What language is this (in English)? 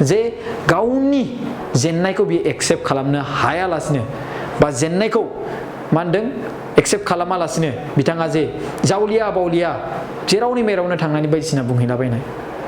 Bodo